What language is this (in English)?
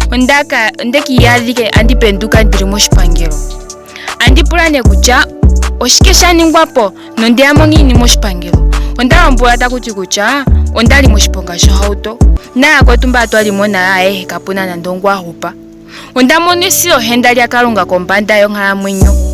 Ndonga